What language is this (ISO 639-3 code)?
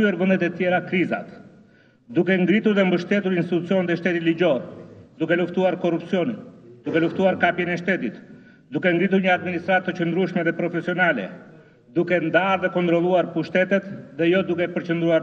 sqi